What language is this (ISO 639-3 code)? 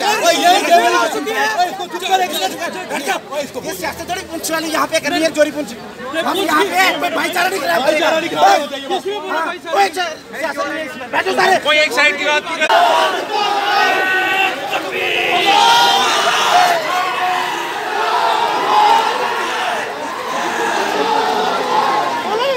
hin